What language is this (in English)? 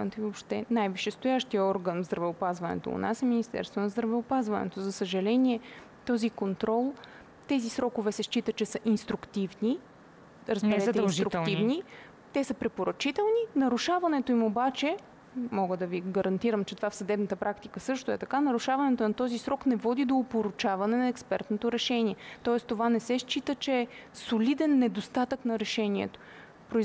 Bulgarian